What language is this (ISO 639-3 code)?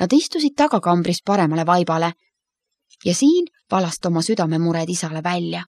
est